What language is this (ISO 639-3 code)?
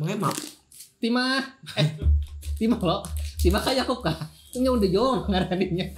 bjn